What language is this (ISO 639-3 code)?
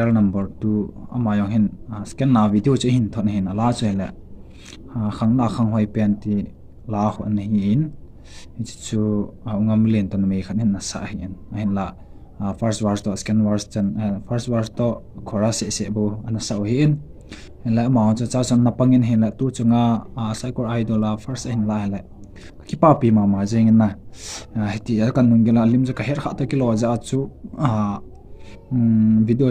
tcz